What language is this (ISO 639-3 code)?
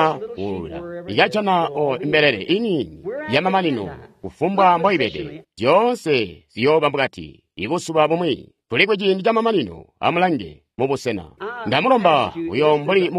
toi